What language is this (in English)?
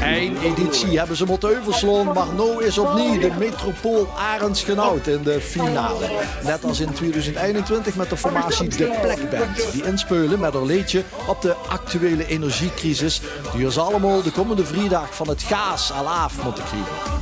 Limburgish